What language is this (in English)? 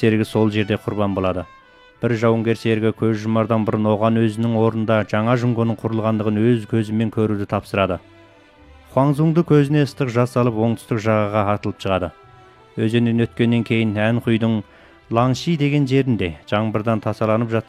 Kazakh